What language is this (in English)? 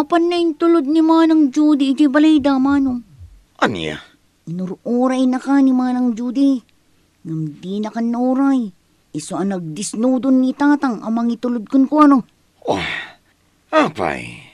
Iloko